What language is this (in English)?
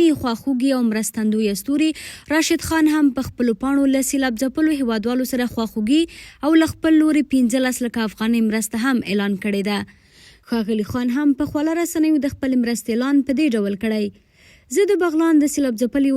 Pashto